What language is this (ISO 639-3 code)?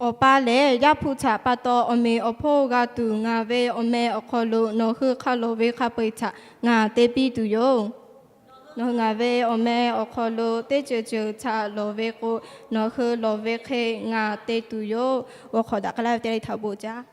lhu